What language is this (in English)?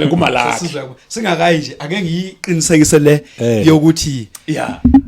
Zulu